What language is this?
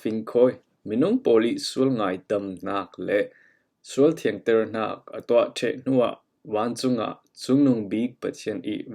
Falam Chin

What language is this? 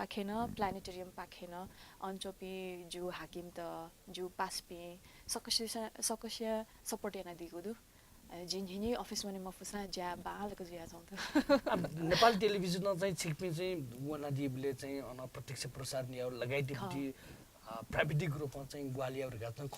Newari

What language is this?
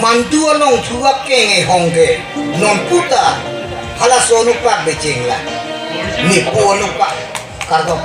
Karbi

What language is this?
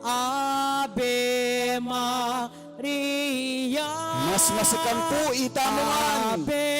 Pampanga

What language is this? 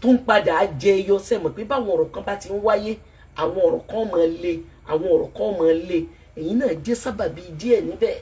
Yoruba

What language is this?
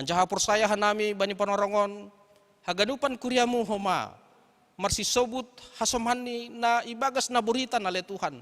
Batak Simalungun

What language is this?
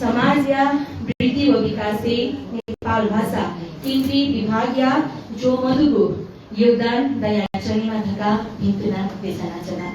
Newari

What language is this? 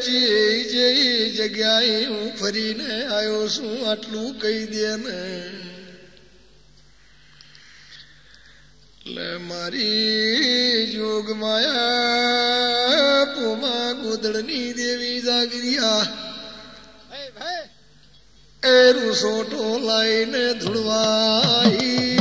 Gujarati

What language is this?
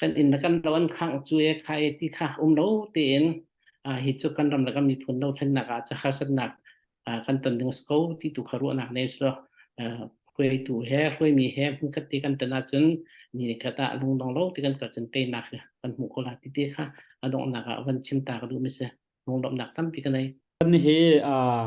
Hakha Chin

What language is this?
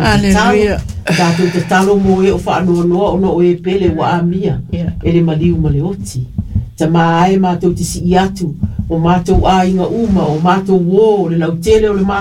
Samoan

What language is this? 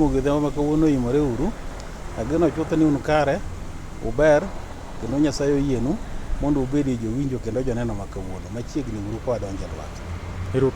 Luo (Kenya and Tanzania)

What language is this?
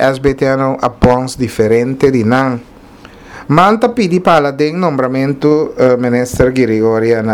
Papiamento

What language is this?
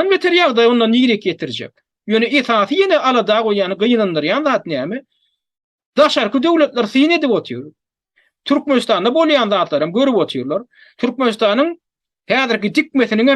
Turkmen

